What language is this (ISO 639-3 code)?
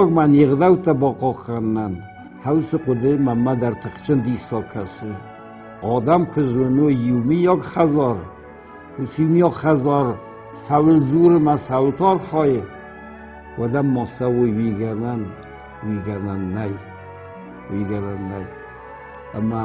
oss